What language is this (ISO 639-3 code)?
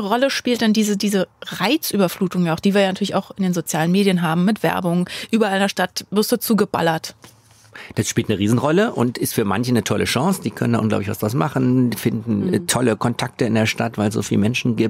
deu